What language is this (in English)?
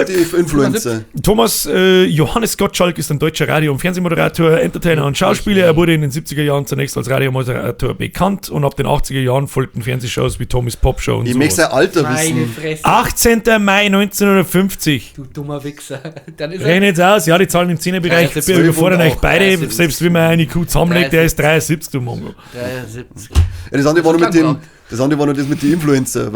Bavarian